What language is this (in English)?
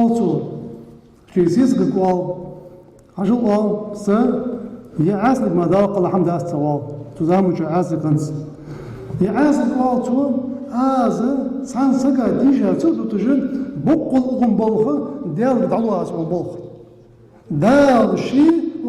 Ingush